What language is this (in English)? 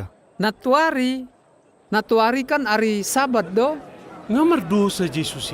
Batak Toba